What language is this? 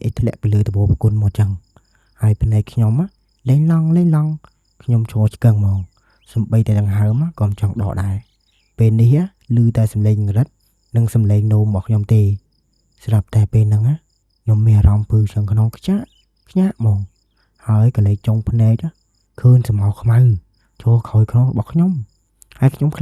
Khmer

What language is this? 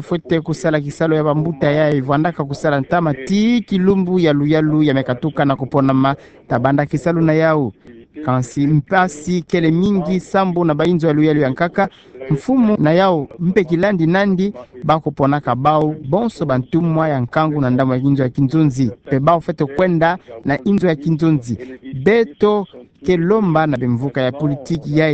Kituba (Democratic Republic of Congo)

